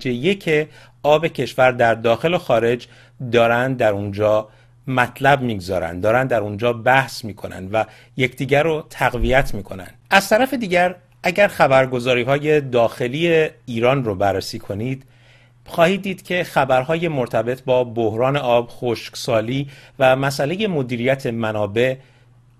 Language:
Persian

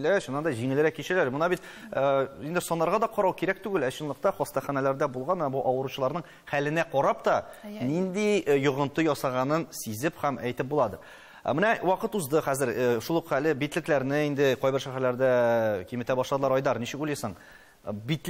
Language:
Tatar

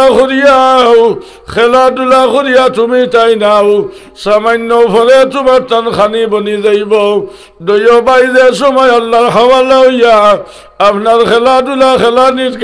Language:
Sylheti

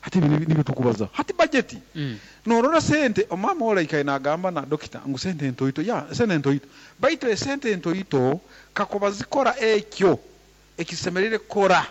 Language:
Nyoro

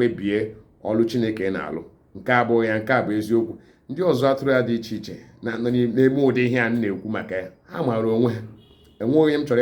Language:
Igbo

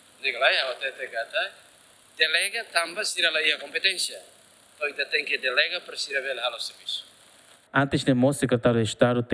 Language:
Tetum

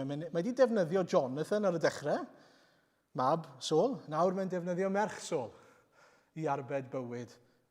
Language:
Welsh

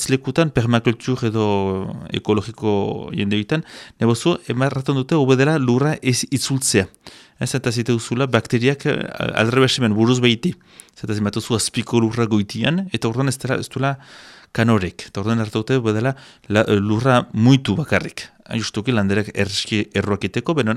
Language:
Basque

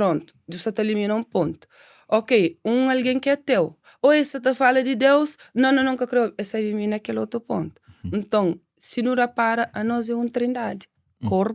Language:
Kabuverdianu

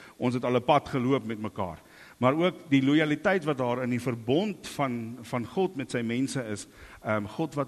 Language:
Afrikaans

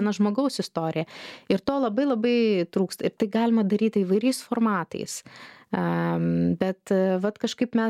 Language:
Lithuanian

